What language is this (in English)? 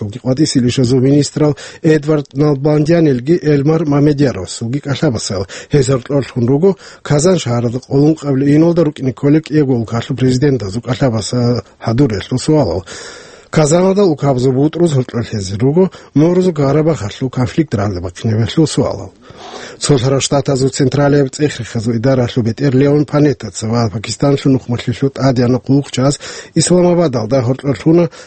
Avaric